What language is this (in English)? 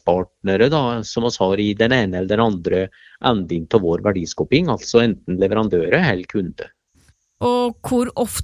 Norwegian